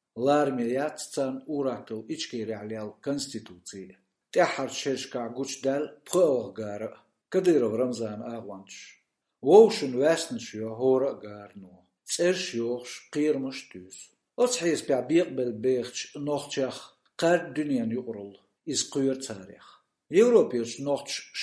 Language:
Chechen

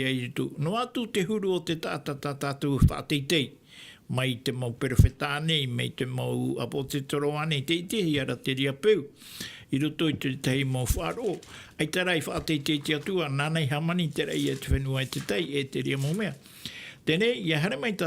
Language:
Tahitian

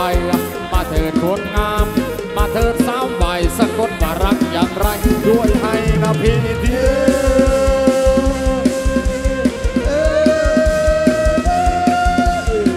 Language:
Thai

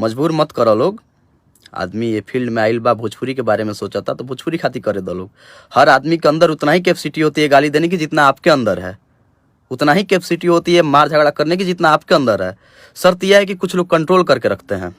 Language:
Bhojpuri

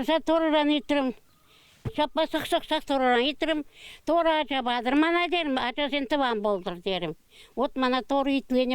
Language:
Chuvash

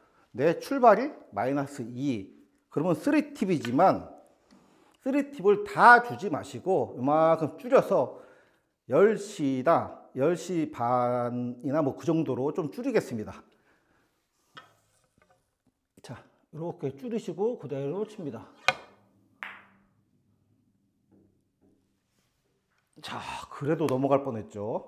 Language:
Korean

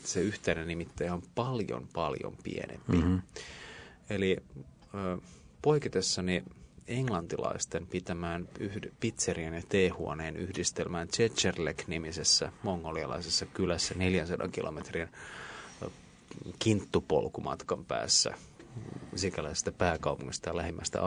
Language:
Finnish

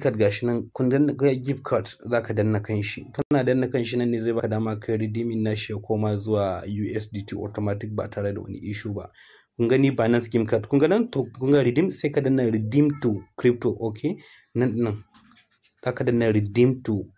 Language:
Hausa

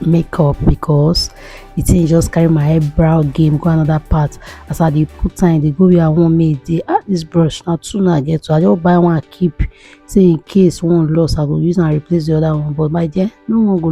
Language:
Nigerian Pidgin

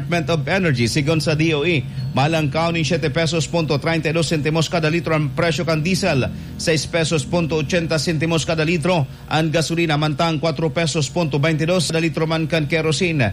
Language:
Bikol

